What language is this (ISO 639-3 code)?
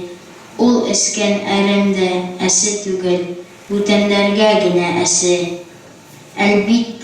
bak